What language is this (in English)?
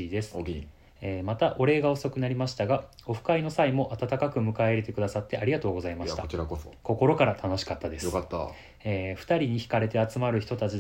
Japanese